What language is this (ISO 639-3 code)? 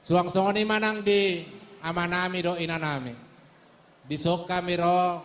bbc